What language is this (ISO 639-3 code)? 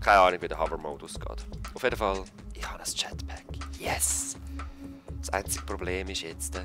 gsw